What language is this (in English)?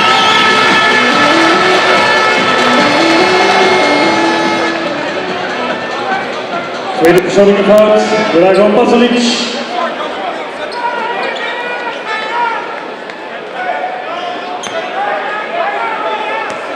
Dutch